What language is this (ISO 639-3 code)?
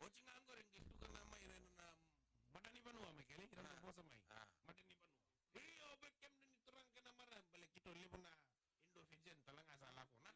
fij